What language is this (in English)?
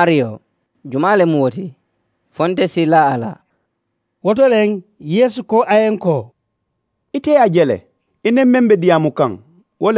Mandingo